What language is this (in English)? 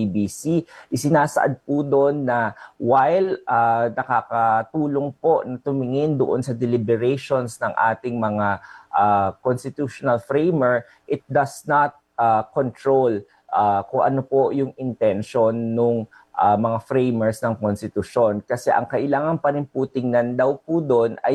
Filipino